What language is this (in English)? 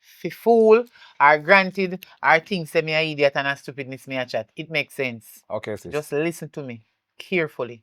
Jamaican Creole English